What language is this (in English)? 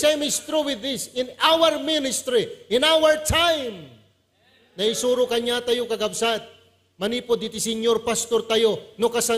Iloko